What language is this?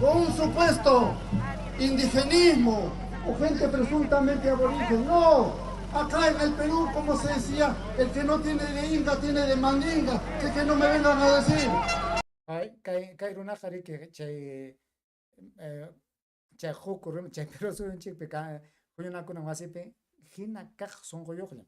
Ayacucho Quechua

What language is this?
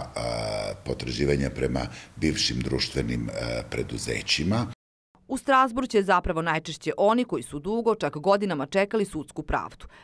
Serbian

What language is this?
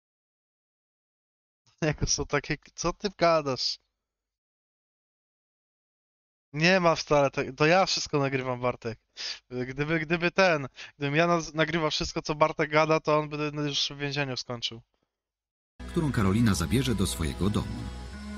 Polish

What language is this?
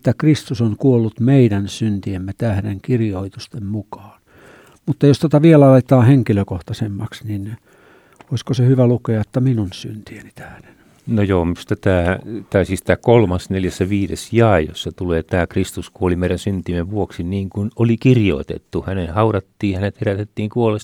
Finnish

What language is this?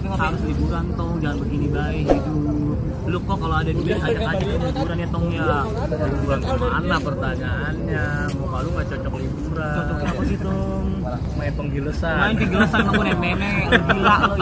Betawi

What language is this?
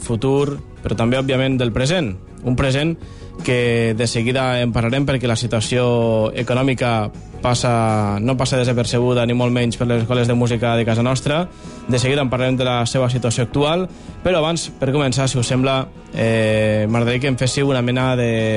Catalan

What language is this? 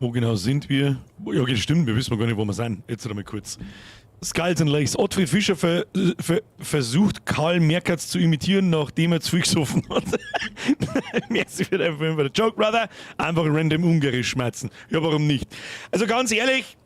Bavarian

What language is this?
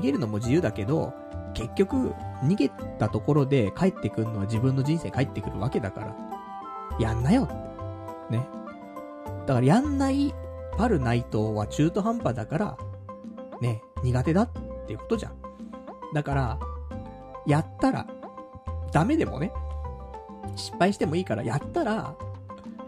Japanese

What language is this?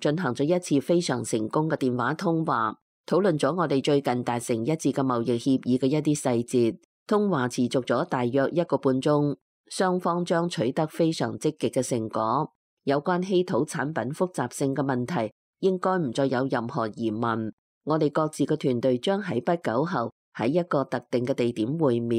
Cantonese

